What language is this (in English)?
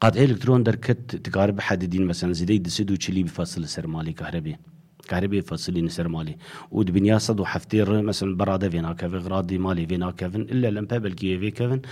Kurdish